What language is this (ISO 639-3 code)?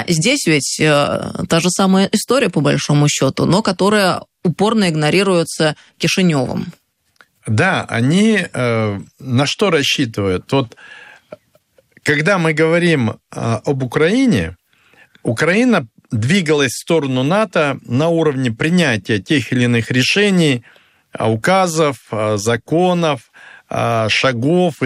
rus